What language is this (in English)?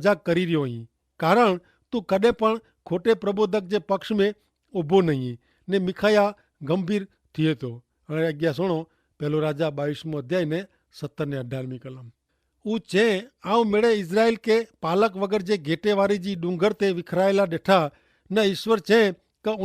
Kachhi